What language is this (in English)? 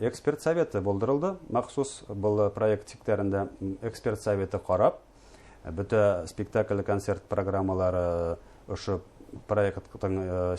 Bashkir